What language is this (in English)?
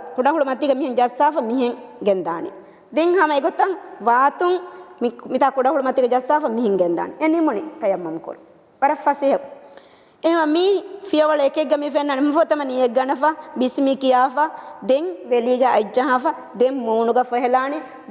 Divehi